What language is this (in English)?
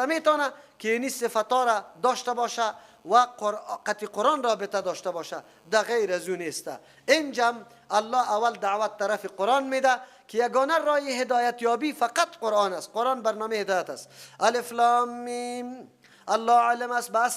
Persian